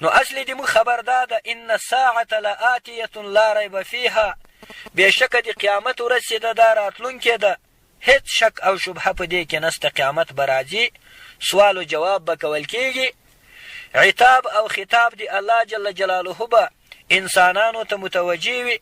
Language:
Pashto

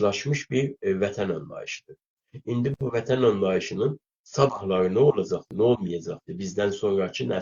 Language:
South Azerbaijani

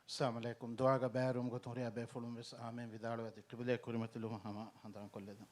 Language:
Divehi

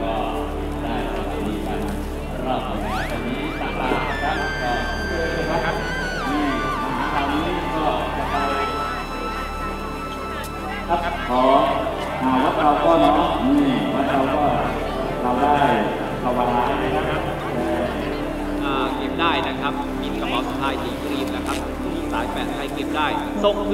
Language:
Thai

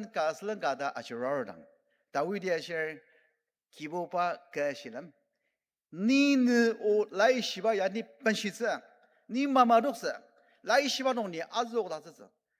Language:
Ao Naga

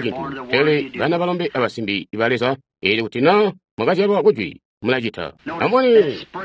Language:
Tonga (Zambia)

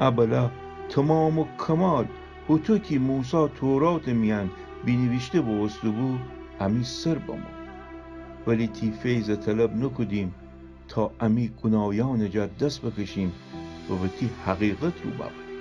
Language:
Gilaki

